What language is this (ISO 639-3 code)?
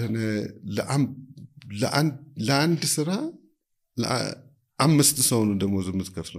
amh